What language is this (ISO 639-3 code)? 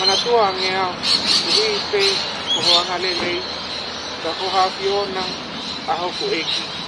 ton